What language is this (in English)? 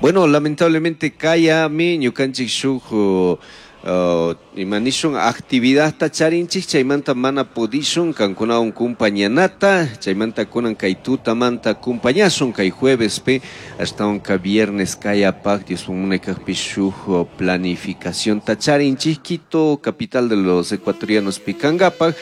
Chimborazo Highland Quichua